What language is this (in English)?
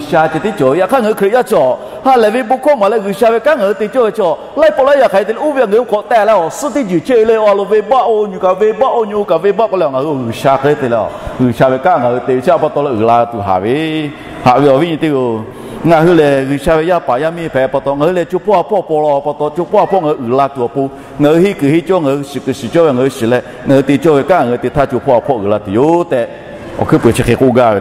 Lahu